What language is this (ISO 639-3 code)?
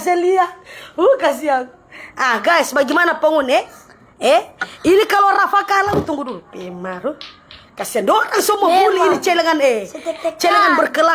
xmm